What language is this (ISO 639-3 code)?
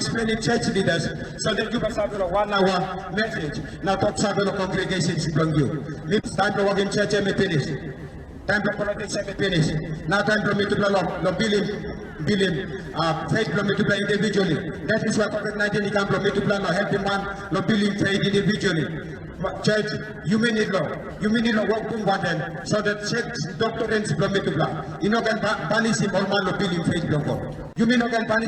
tpi